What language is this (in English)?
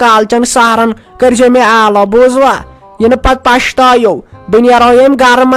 Kashmiri